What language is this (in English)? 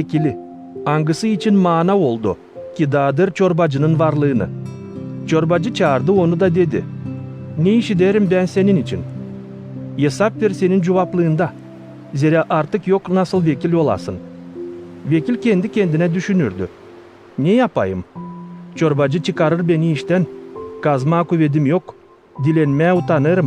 Gagauz